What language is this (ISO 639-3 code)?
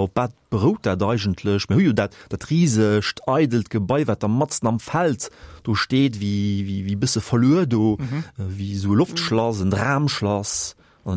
ltz